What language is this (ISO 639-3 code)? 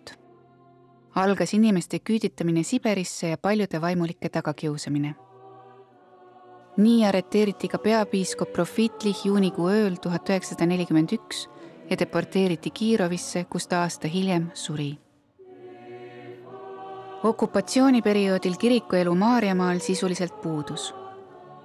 est